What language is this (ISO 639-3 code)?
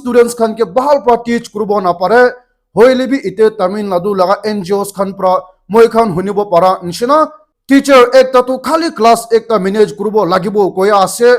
nag